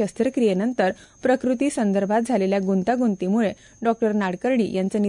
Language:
Marathi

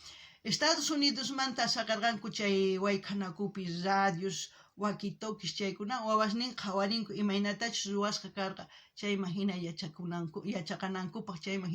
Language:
South Bolivian Quechua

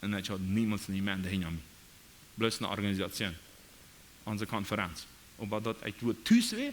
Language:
Plautdietsch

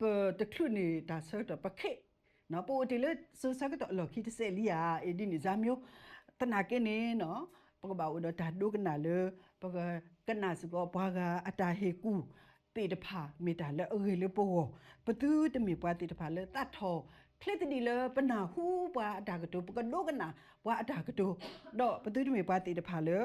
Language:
S'gaw Karen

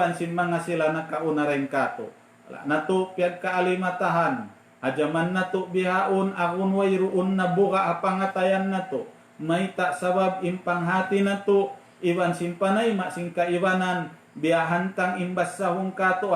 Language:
Tausug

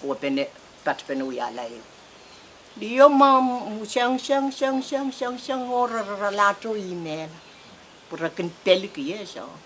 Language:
Pohnpeian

